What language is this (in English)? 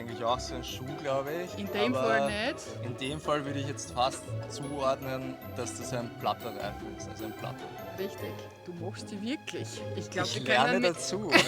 Bavarian